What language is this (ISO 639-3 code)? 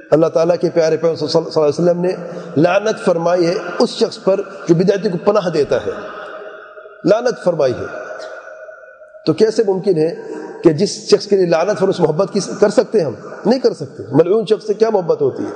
urd